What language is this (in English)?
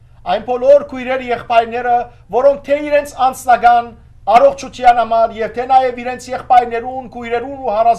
Western Armenian